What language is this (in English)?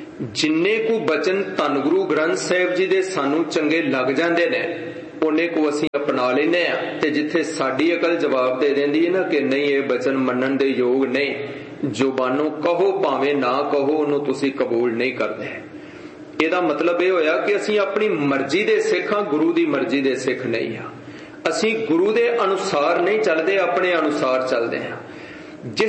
Punjabi